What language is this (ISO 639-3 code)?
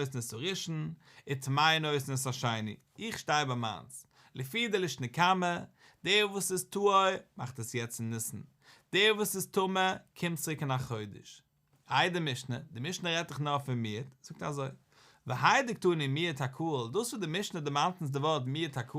yid